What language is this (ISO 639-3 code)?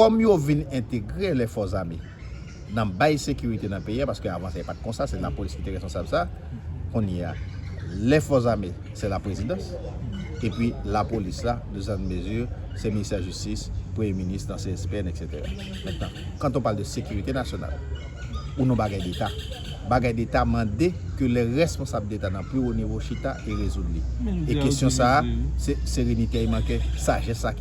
hat